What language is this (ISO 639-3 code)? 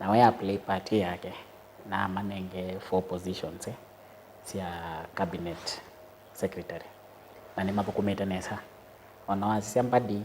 kam